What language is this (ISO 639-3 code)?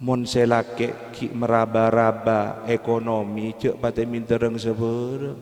mad